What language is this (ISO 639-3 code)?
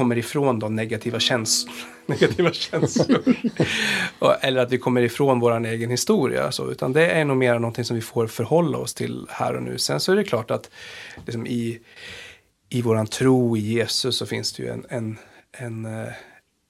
swe